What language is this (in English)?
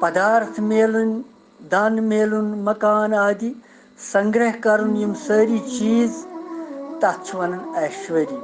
Kashmiri